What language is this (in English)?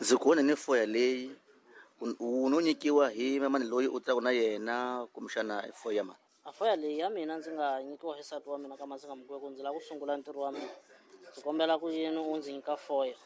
Tsonga